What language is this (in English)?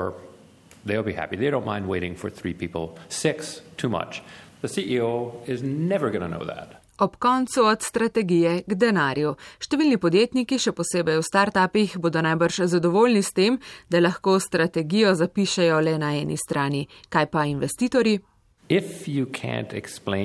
Slovenian